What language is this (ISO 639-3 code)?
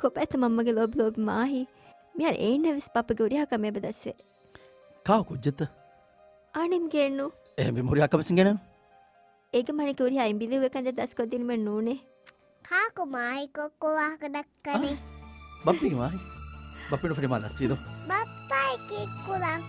div